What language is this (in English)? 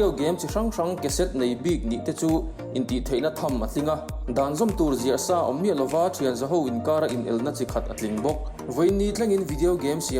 Mizo